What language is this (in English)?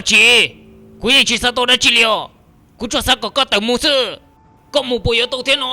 Hmong